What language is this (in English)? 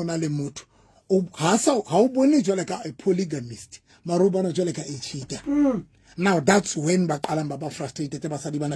Southern Sotho